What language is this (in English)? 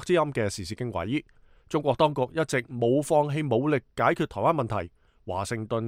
Cantonese